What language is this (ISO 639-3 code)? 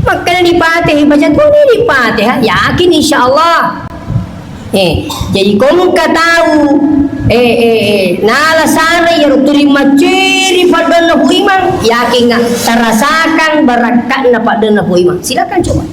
bug